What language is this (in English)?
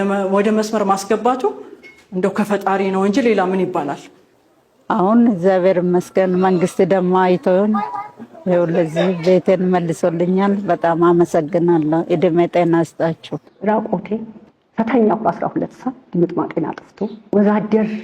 Amharic